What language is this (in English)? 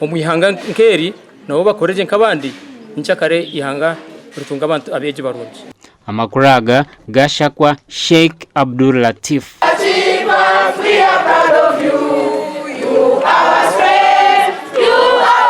Nyankole